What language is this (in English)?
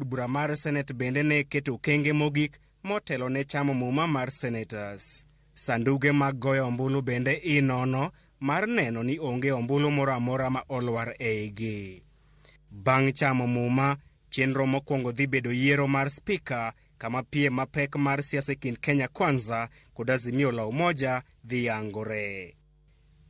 Luo (Kenya and Tanzania)